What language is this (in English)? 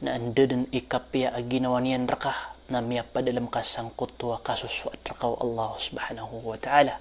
Maranao